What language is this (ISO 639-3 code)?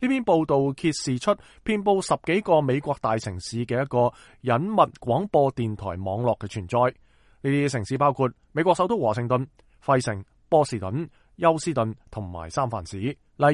yue